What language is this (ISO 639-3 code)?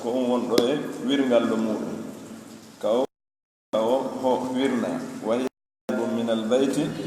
fuf